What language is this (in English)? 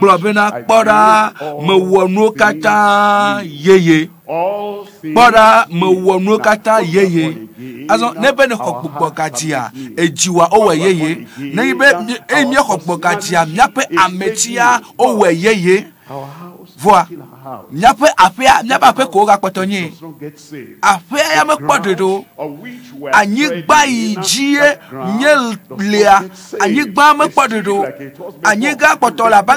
Ewe